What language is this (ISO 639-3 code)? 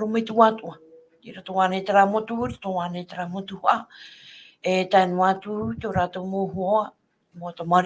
tah